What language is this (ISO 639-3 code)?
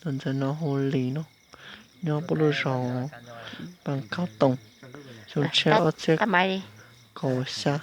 hmn